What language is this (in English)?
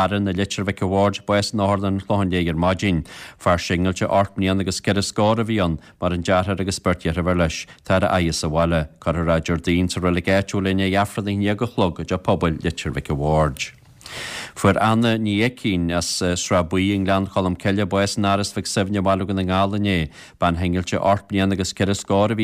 Irish